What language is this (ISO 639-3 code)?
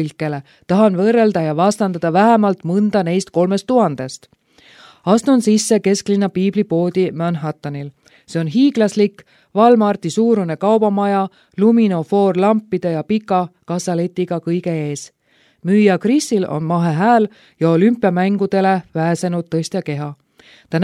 est